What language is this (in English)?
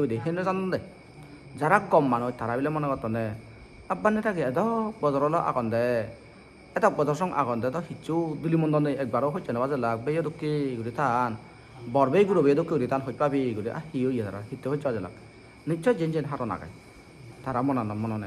Chakma